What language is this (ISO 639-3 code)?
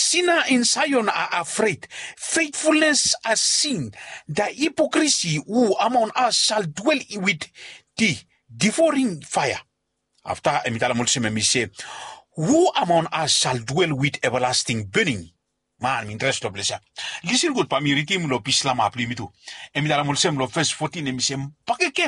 bis